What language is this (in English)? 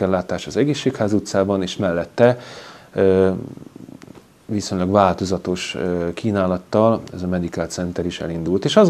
Hungarian